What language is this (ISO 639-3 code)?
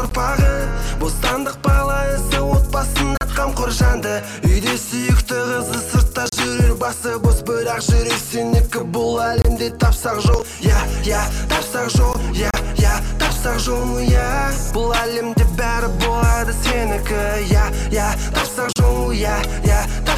kaz